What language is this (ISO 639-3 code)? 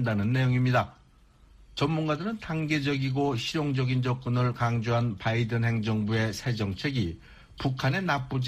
kor